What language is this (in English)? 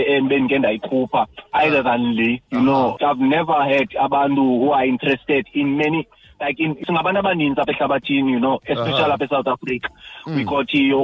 Xhosa